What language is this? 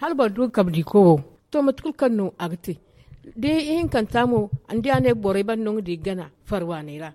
Zarma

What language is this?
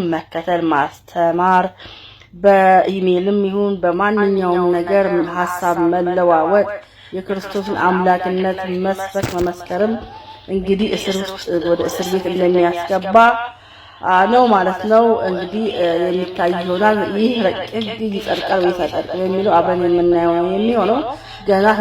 Amharic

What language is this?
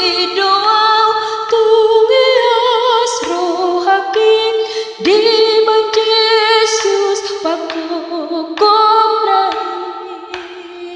Batak Toba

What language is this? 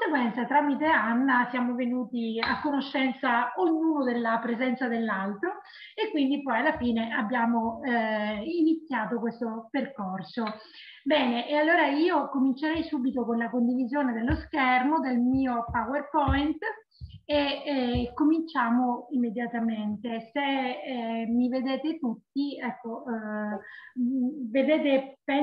Italian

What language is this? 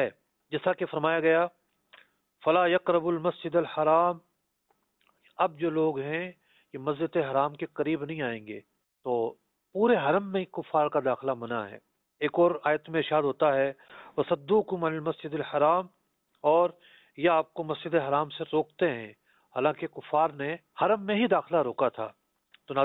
Urdu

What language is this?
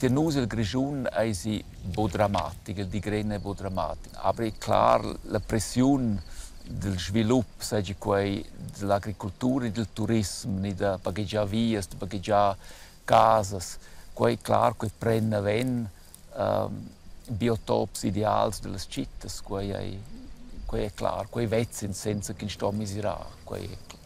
Romansh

